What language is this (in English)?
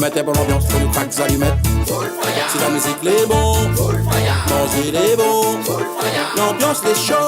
Réunion Creole French